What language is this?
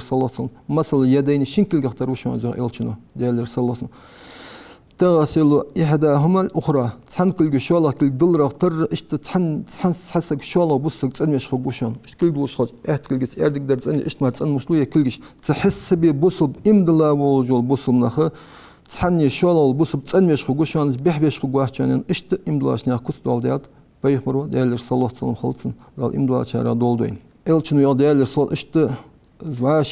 Ingush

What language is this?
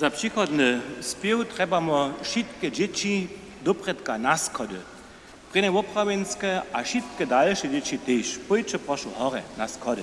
Upper Sorbian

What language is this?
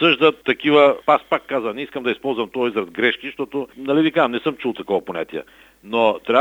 Bulgarian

